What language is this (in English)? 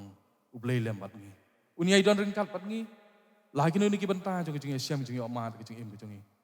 Khasi